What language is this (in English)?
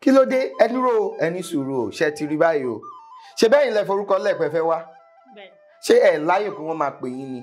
Yoruba